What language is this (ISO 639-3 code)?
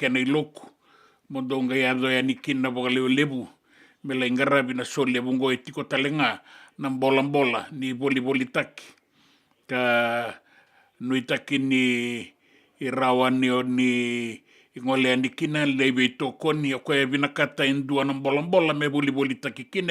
fij